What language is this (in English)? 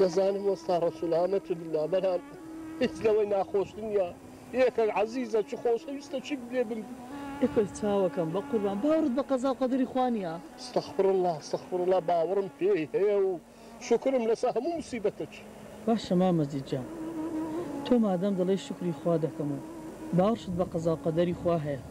Central Kurdish